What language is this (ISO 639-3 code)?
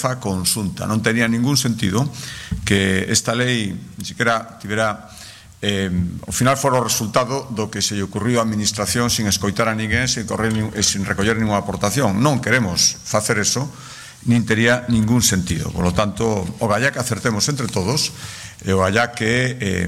glg